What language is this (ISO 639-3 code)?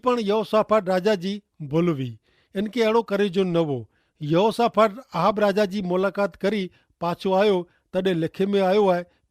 kfr